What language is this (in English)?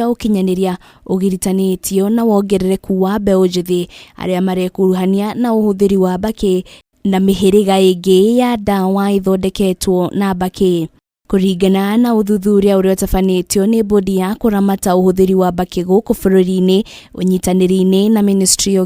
Kikuyu